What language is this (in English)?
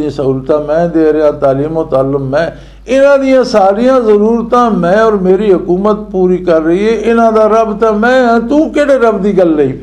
Western Panjabi